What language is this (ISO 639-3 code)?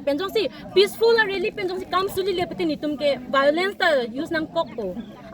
mjw